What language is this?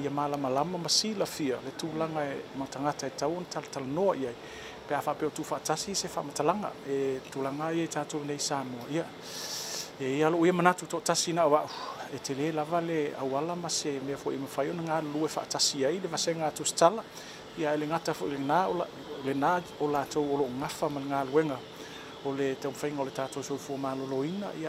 Samoan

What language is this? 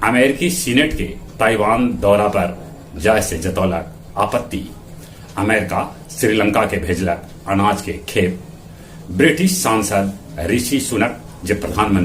Magahi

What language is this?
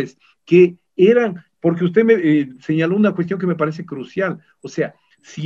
Spanish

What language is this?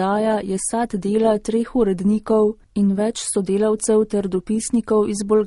Slovenian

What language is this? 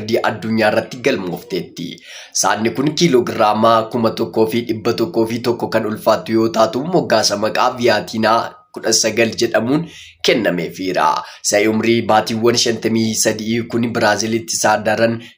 Oromo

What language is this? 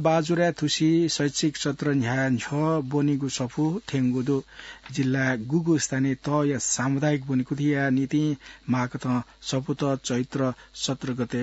Newari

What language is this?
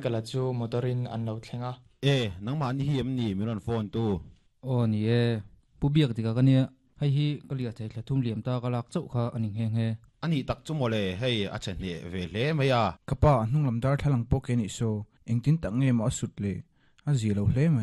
Mizo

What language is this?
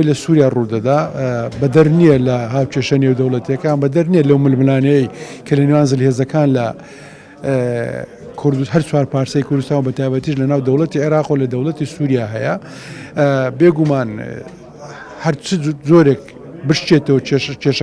Central Kurdish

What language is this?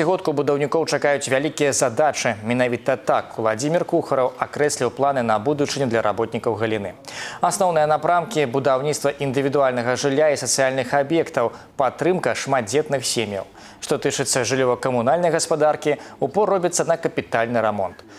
Belarusian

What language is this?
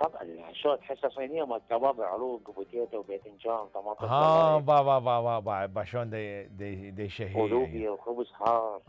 Mesopotamian Arabic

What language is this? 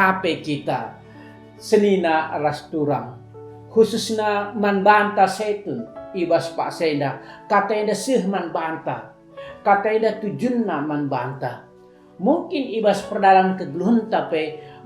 Batak Karo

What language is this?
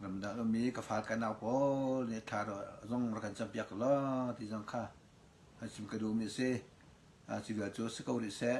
Hakha Chin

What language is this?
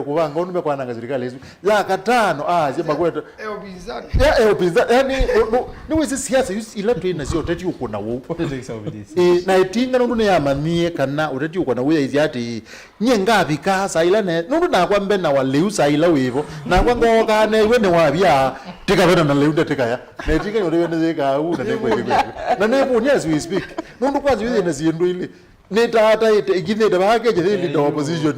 Kamba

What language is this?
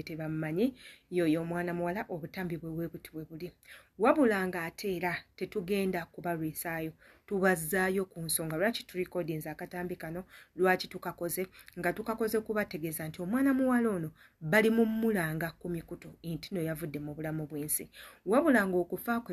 Ganda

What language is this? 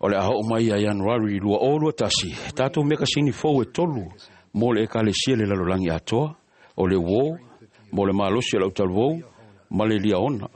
Samoan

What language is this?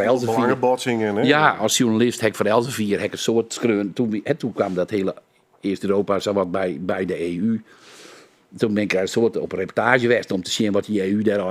Western Frisian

